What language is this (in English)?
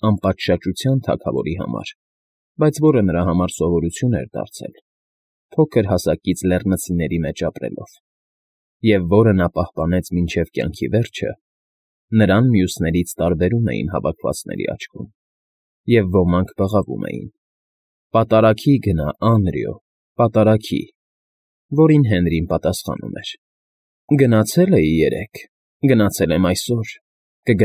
Armenian